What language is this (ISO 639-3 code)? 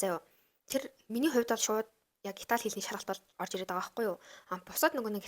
mon